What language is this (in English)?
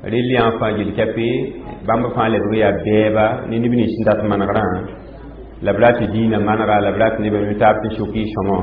Mossi